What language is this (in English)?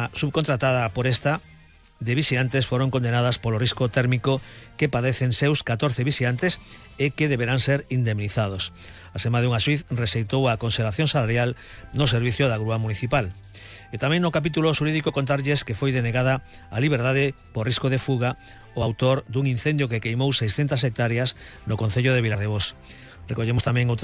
Galician